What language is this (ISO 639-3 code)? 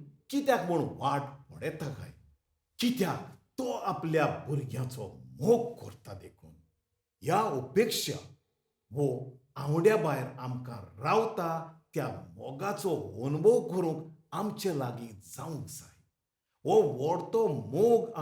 kok